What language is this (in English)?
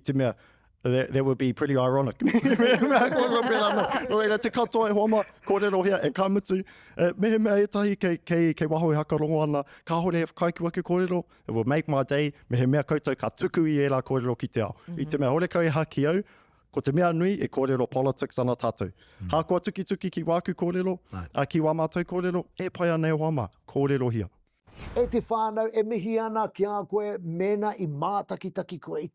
Māori